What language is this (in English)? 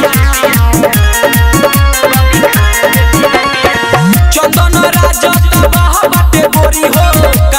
Bhojpuri